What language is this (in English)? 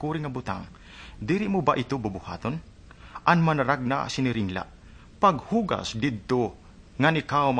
Waray